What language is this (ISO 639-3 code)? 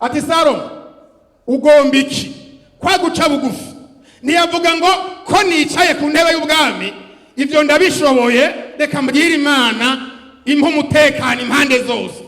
run